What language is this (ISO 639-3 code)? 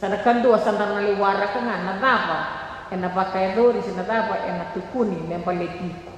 fij